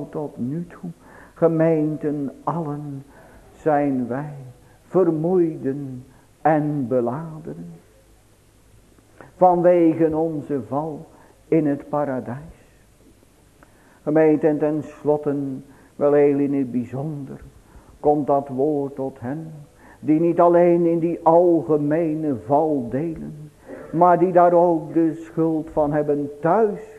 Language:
Dutch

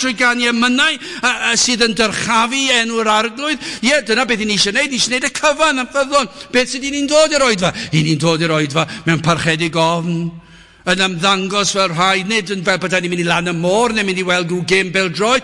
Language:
Welsh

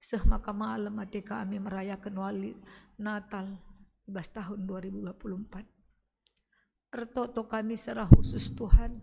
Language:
Batak Karo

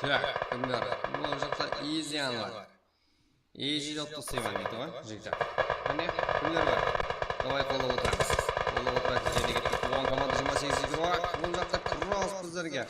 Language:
Kara-Kalpak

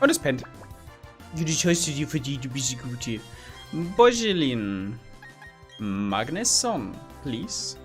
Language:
Bavarian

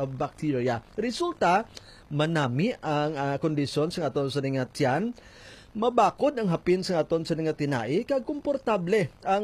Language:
Hiligaynon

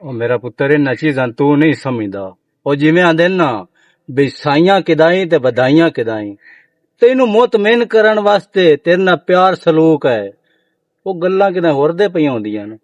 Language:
Western Panjabi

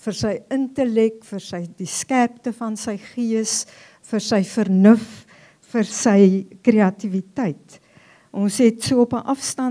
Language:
Afrikaans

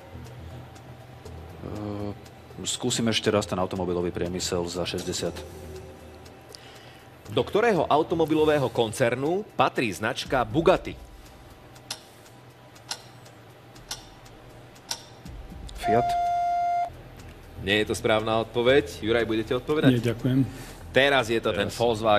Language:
Slovak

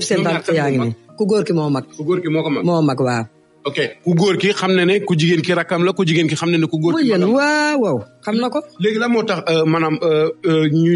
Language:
Wolof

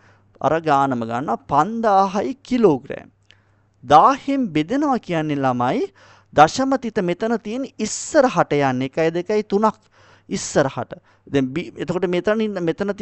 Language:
Sinhala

